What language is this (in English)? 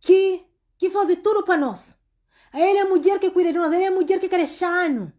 Kabuverdianu